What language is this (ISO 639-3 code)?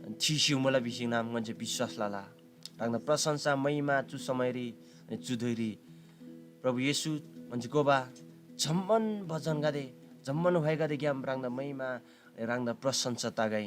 taj